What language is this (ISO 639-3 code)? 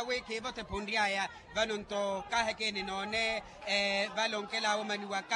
vmw